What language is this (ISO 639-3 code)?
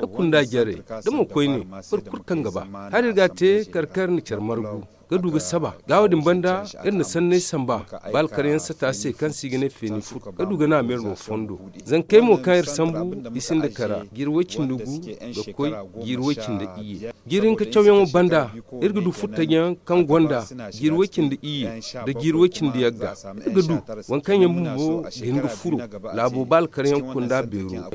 dje